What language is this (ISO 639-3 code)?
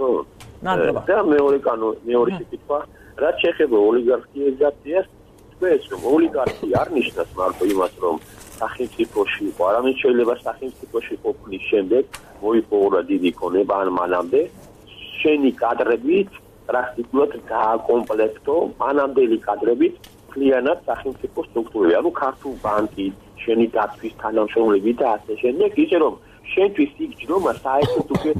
kat